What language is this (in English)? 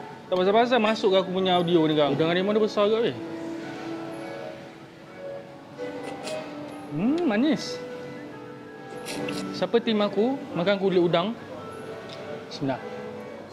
Malay